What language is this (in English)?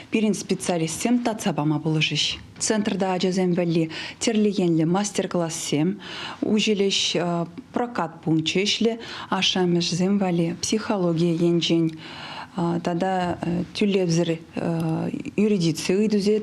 Chuvash